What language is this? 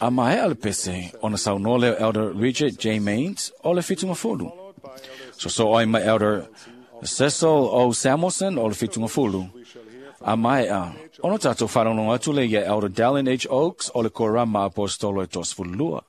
Samoan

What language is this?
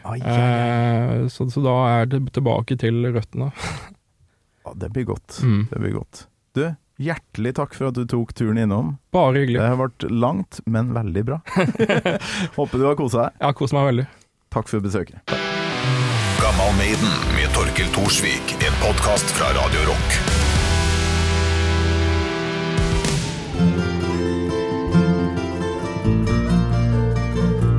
Norwegian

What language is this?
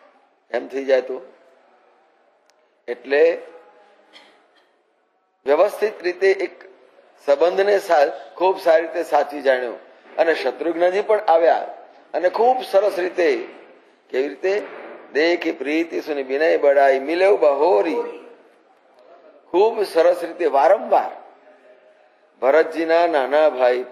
Gujarati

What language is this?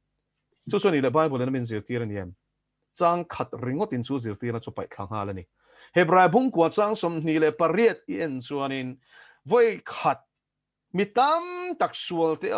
Mizo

